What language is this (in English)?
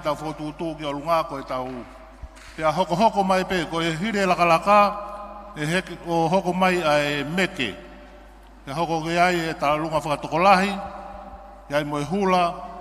Tongan